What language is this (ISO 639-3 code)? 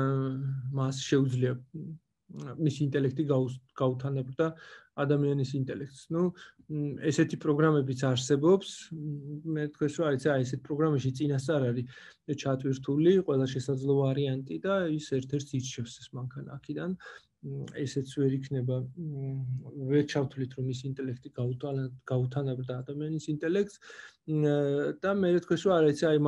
kat